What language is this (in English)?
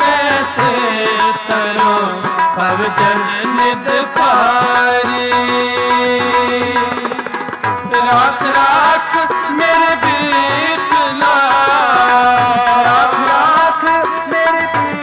Hindi